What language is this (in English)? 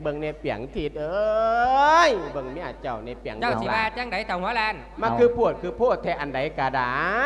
Lao